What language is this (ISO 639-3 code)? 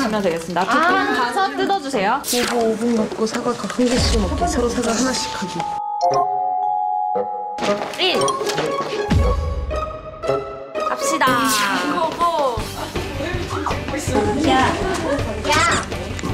kor